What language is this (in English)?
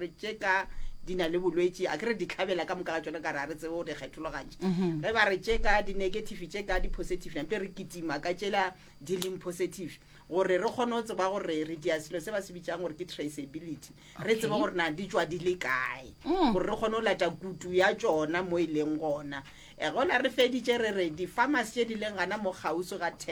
Northern Sotho